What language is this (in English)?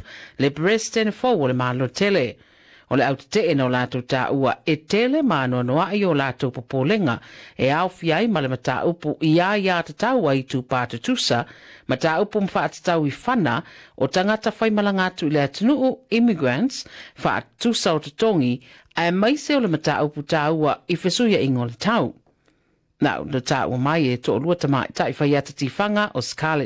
Samoan